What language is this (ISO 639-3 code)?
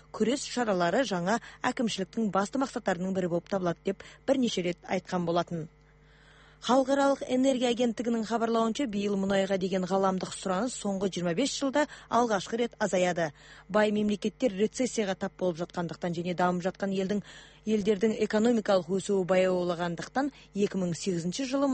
kir